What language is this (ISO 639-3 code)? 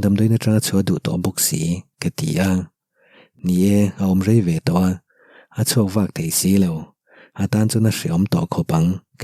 lus